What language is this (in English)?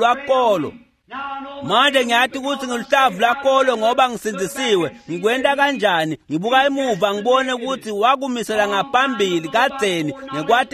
Swati